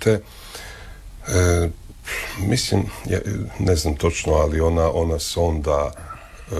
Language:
Croatian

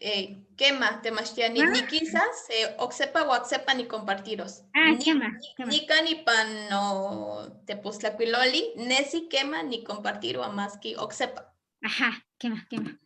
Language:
Eastern Huasteca Nahuatl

